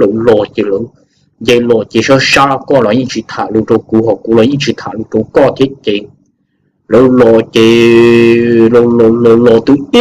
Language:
Hmong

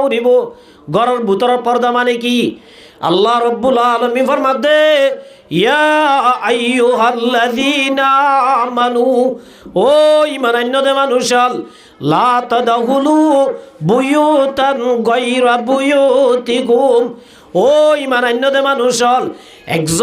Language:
Rohingya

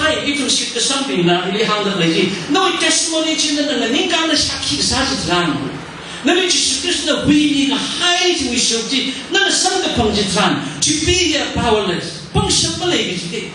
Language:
Tangkhul Naga (India)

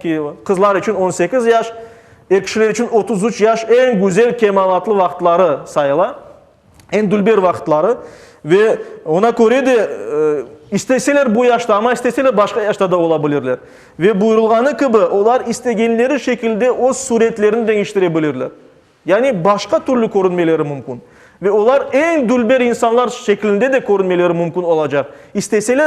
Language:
Crimean Tatar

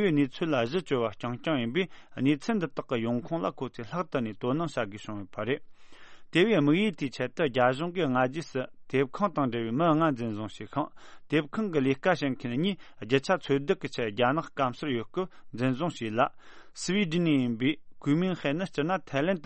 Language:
Tibetan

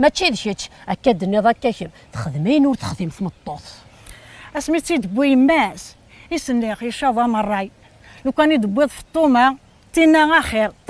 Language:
Kabyle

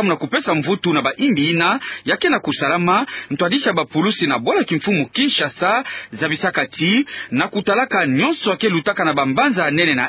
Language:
Kituba (Democratic Republic of Congo)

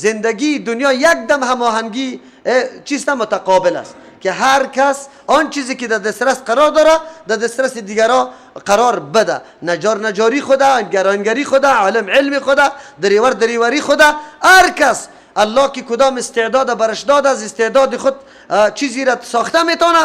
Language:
Persian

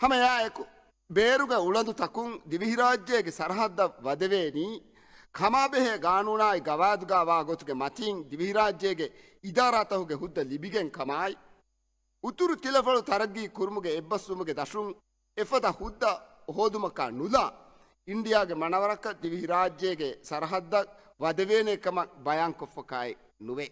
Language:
Divehi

